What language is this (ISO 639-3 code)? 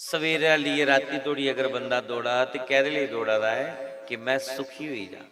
doi